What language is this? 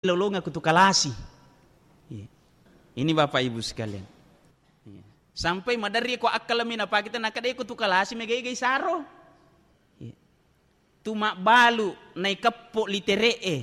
Buginese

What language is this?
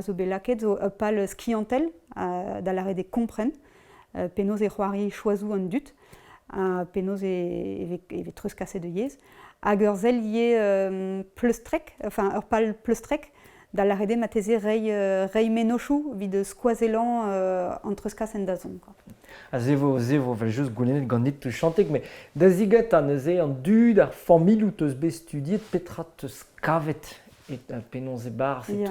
Breton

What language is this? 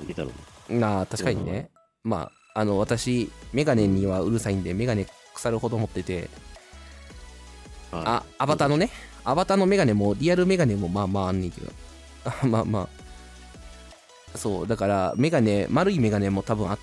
Japanese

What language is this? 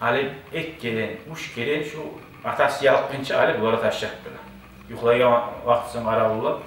Kumyk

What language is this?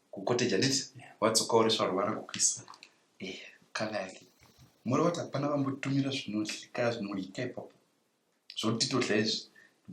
Shona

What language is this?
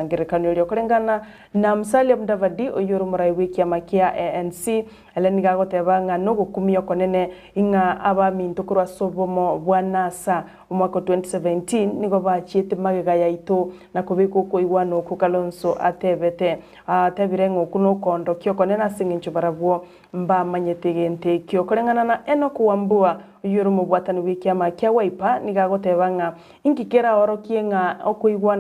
Gusii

